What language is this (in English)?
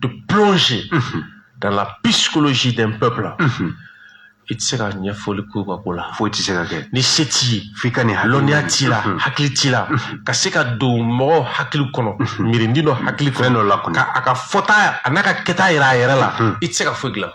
Bambara